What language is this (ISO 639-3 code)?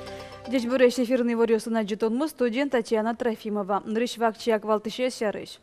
udm